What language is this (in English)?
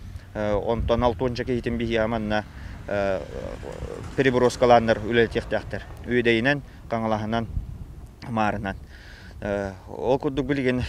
Yakut